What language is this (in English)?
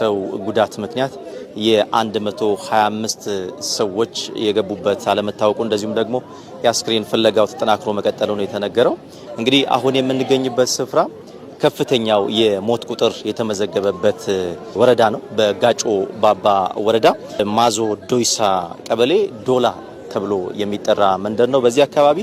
Amharic